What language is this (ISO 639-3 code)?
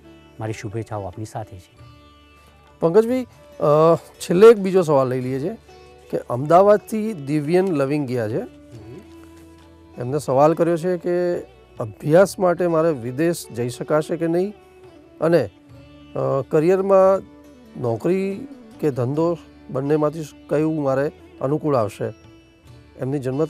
guj